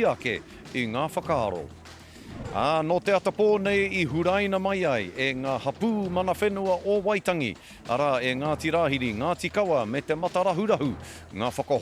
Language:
Māori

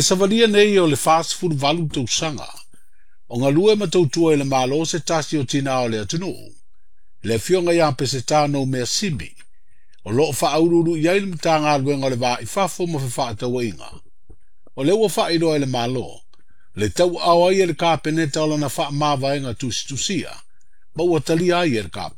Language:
Samoan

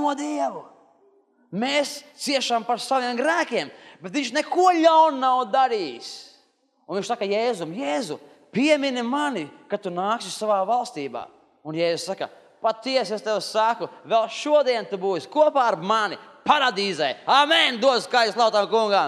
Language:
Latvian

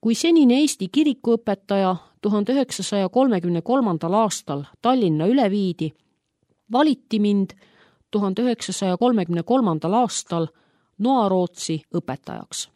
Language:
Estonian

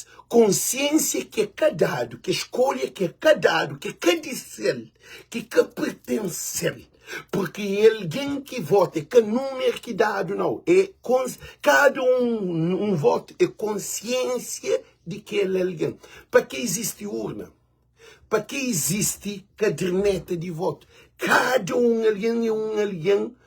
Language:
Kabuverdianu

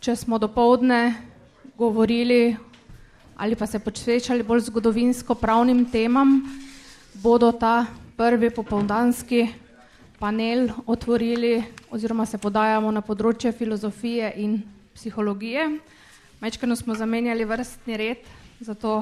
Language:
Slovenian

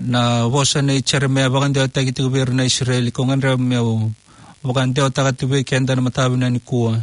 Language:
Fijian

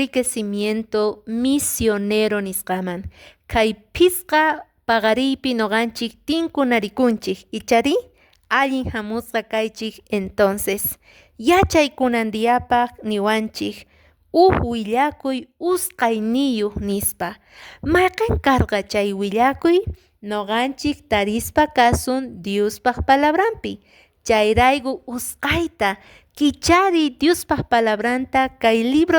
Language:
Quechua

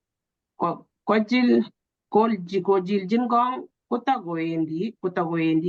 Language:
Kalenjin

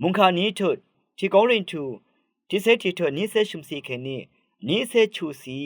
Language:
Rawang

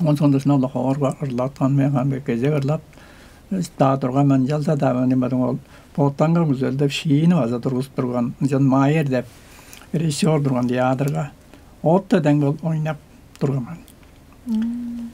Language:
Tuvinian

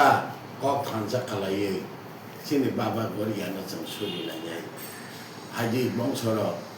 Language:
Kok Borok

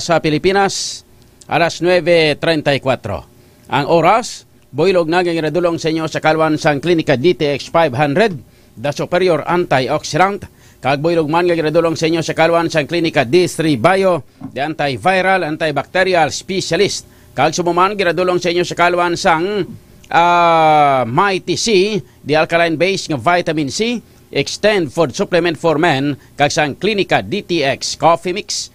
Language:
Hiligaynon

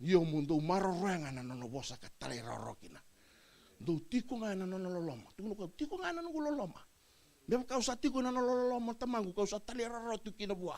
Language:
Fijian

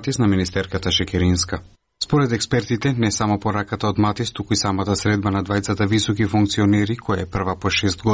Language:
Macedonian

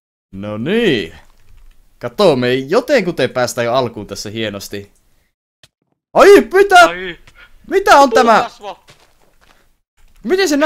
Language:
Finnish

